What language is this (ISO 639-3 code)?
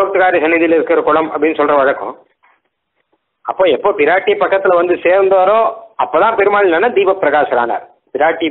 tam